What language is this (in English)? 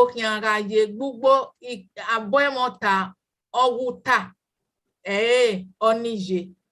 Bini